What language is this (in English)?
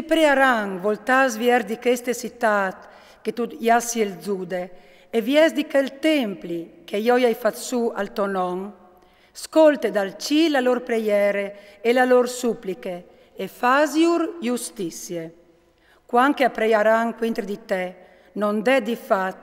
Friulian